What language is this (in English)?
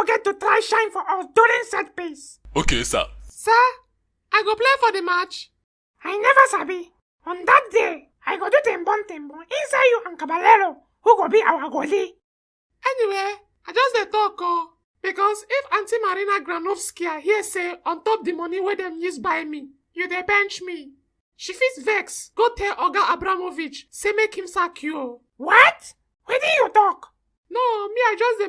Nigerian Pidgin